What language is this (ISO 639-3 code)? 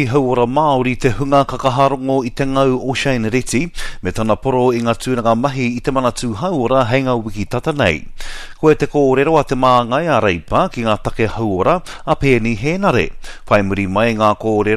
mri